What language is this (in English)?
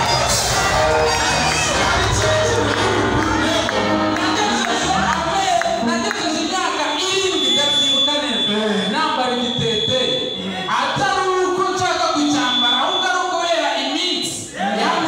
Kinyarwanda